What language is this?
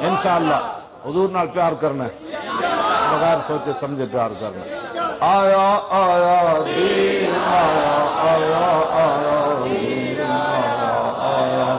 Western Panjabi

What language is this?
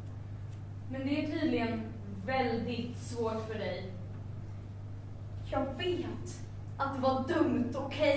Swedish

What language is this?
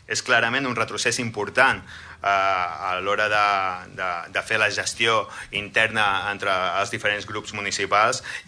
Catalan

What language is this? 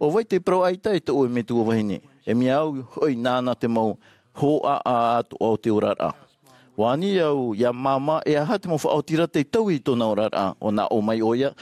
Tahitian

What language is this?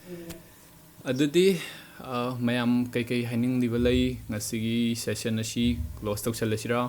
Manipuri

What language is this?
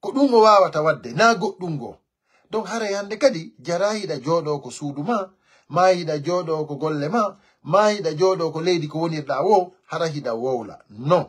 Pular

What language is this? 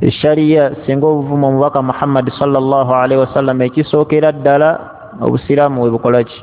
Ganda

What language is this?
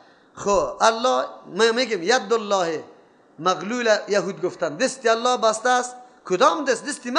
Persian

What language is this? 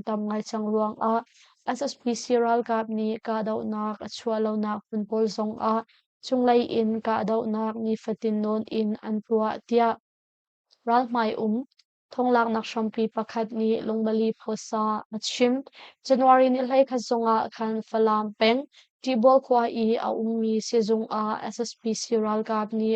Hakha Chin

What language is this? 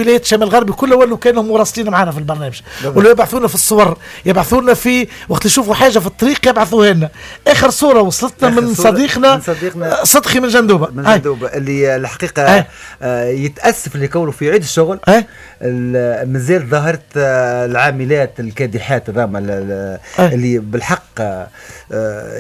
Tunisian Arabic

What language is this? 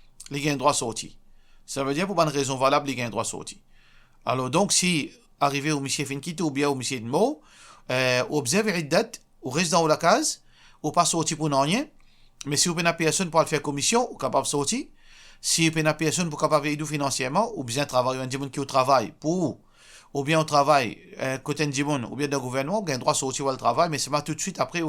Morisyen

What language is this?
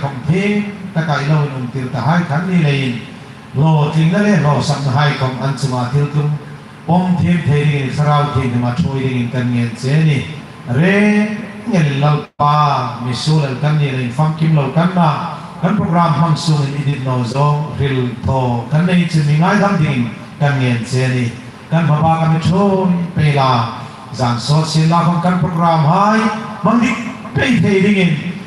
Hmar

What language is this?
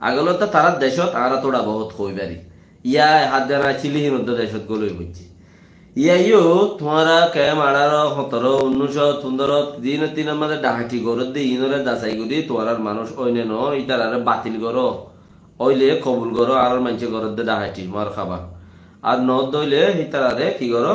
Rohingya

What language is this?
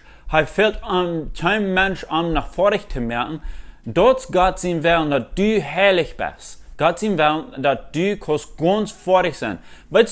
Plautdietsch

